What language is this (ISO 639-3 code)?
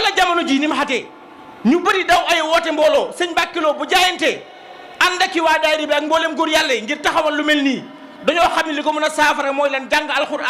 wol